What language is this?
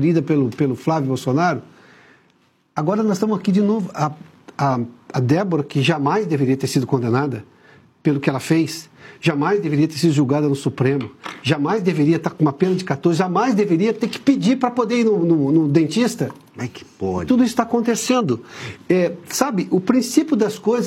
Portuguese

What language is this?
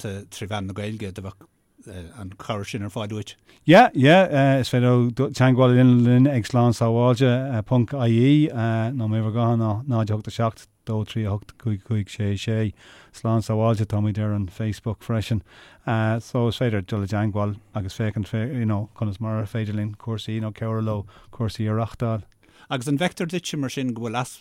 Irish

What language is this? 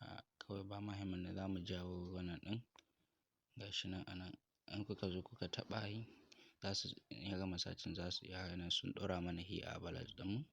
Hausa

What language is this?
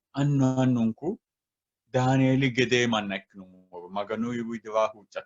Sidamo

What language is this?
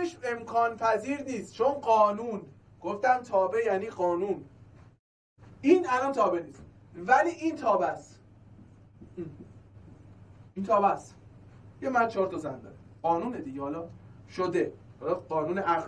Persian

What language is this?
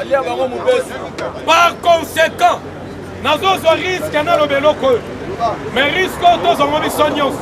Lingala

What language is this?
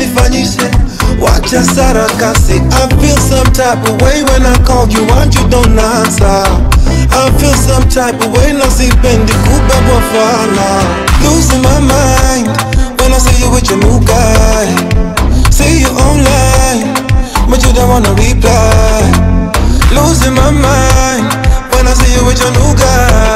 Swahili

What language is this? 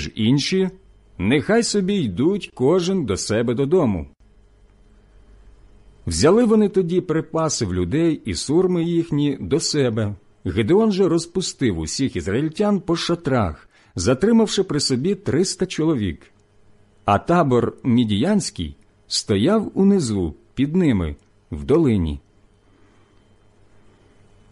Ukrainian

